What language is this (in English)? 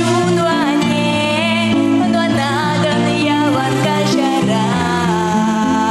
Chuvash